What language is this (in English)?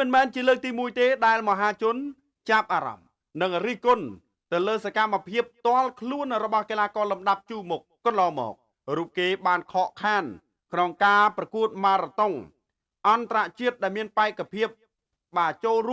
Khmer